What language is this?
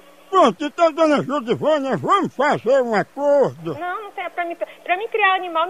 Portuguese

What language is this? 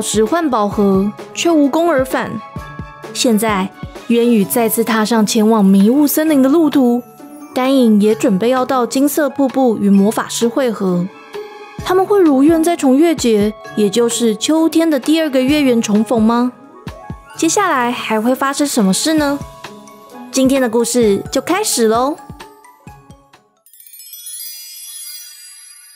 Chinese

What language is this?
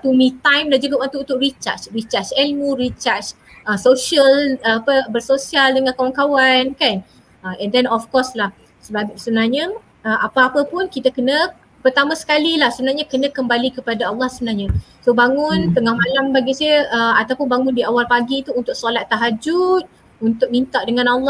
Malay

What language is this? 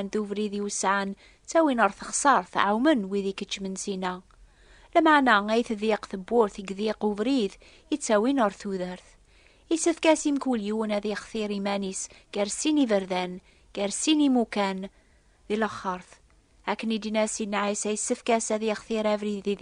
Kabyle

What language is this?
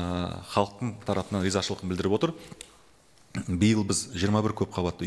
Kazakh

